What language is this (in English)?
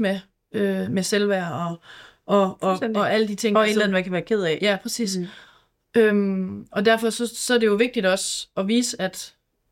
Danish